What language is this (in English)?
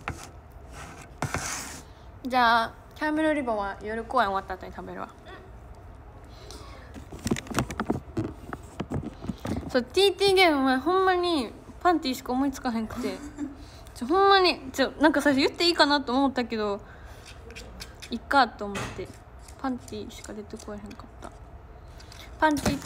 Japanese